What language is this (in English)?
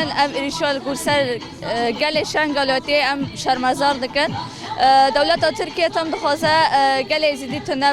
Kurdish